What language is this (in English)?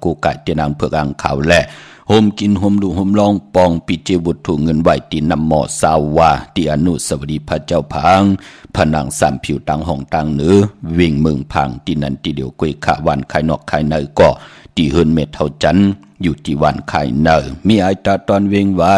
Shan